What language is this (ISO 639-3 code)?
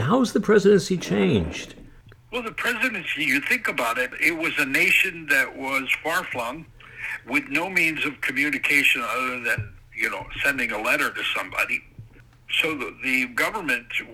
eng